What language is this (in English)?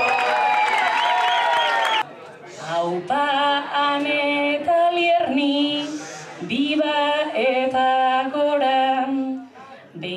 Basque